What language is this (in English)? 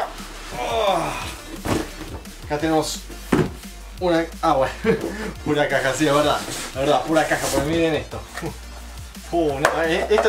Spanish